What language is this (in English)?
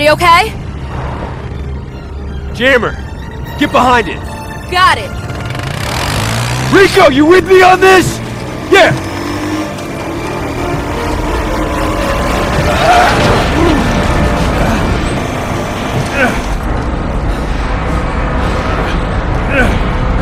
English